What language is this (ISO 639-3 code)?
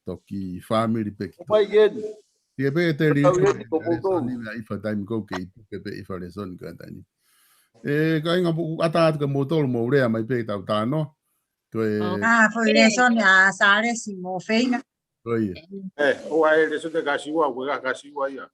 ton